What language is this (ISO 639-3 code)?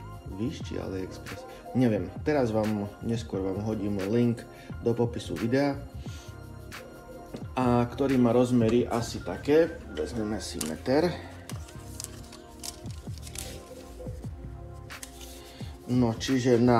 slk